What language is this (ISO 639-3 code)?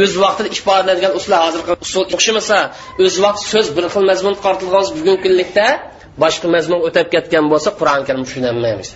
uig